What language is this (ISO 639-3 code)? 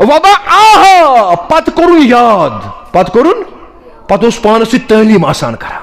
kas